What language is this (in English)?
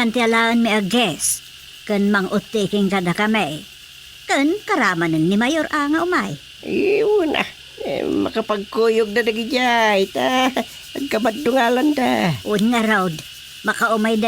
Iloko